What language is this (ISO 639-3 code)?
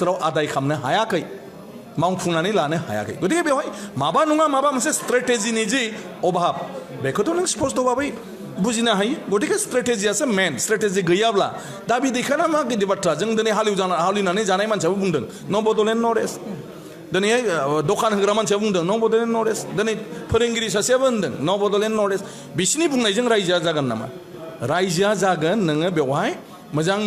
brx